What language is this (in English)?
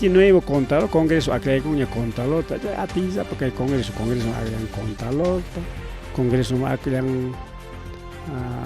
Ayacucho Quechua